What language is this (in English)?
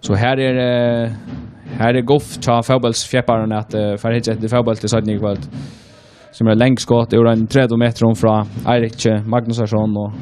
Faroese